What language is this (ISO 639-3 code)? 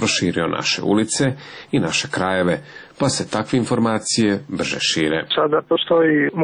srp